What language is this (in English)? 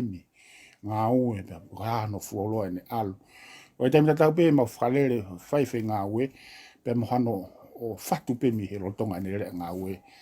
Tongan